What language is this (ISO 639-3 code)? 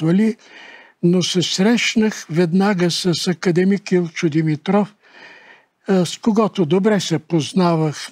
bul